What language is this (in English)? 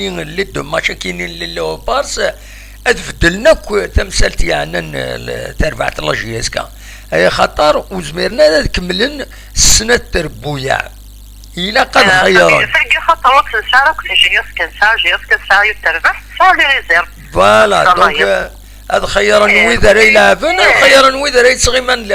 Kabyle